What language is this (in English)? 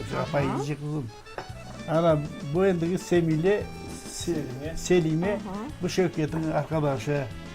Crimean Tatar